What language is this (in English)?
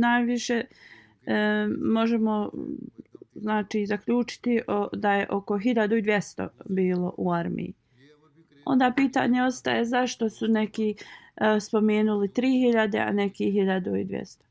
Bosnian